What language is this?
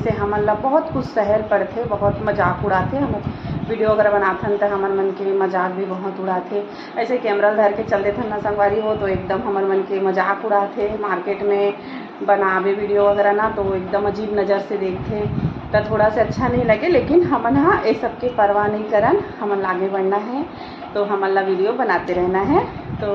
Chhattisgarhi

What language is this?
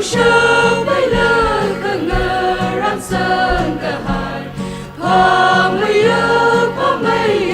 Tangkhul Naga (India)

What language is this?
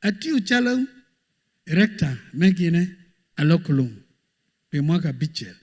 Acoli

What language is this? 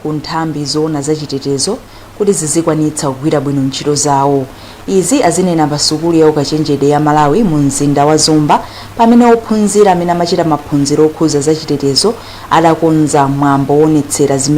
Nyanja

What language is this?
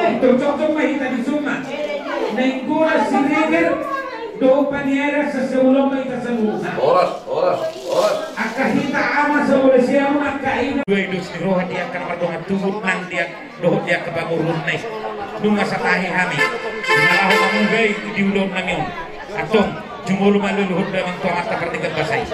Batak Toba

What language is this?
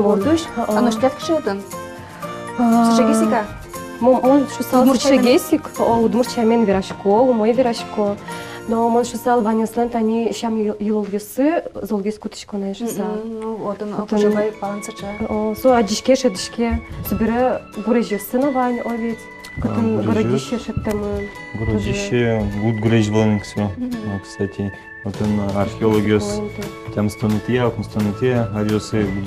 Udmurt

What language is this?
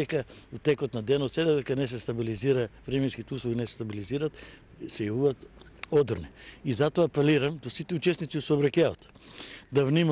Macedonian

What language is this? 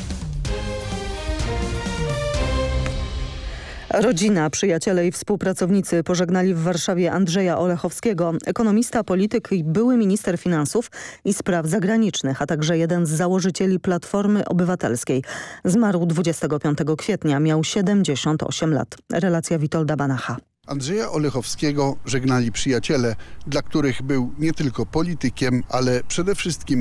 Polish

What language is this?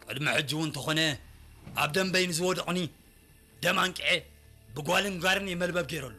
Tigrinya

